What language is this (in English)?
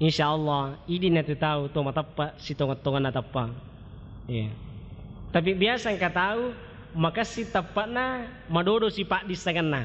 Buginese